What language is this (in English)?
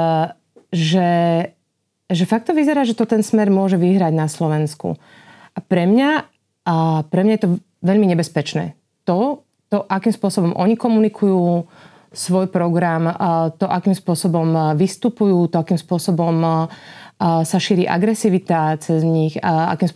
Slovak